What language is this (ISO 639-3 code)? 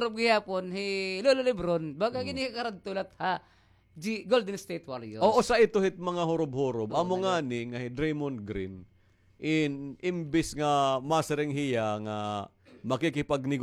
war